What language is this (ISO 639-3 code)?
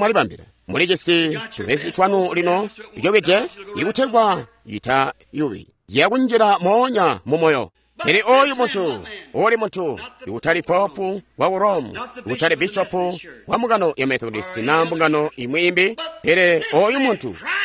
toi